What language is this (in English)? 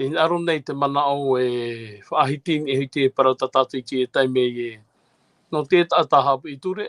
Tahitian